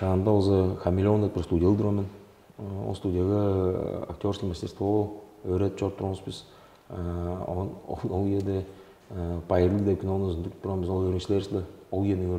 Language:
Tuvinian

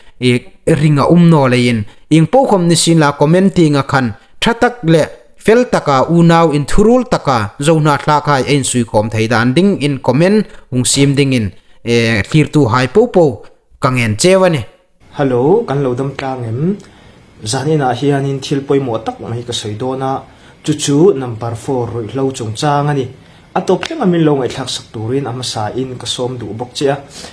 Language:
Hmar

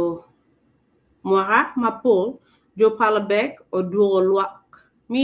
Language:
Acoli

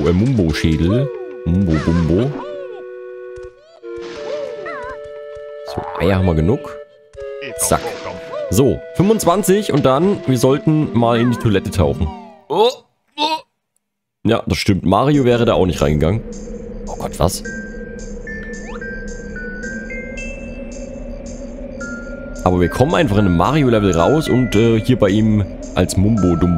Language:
German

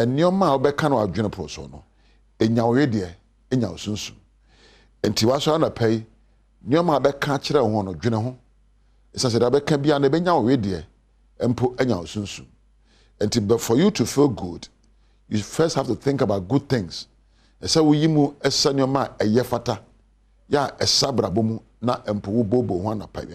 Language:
Akan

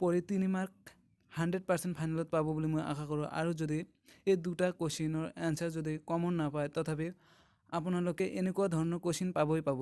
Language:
Assamese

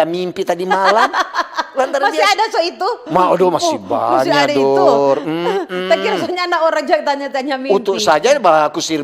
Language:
Manado Malay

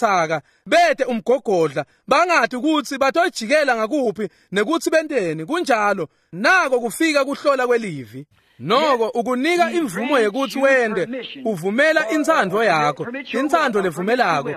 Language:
Swati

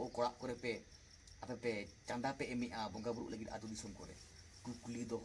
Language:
Santali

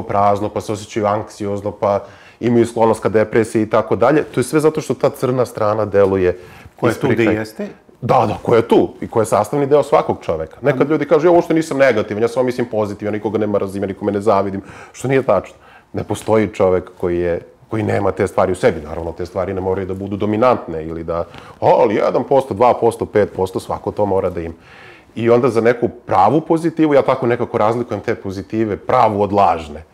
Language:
Serbian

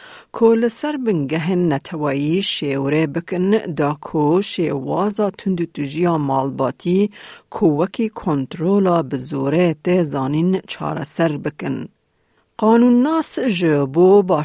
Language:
Kurdish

